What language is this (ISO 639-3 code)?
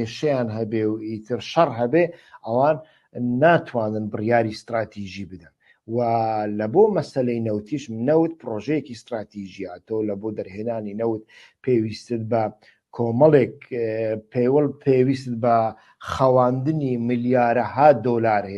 ckb